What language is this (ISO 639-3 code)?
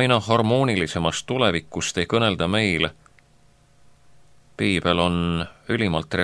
est